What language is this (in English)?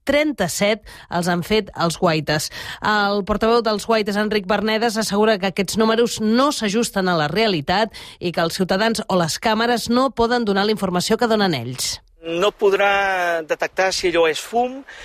Catalan